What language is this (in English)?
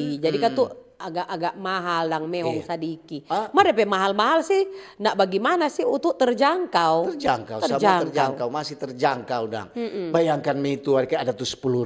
Manado Malay